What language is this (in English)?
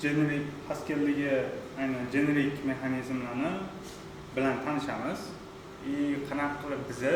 Uzbek